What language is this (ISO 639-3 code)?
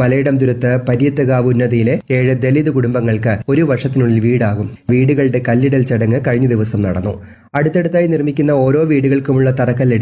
mal